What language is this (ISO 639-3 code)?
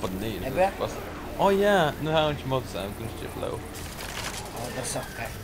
fao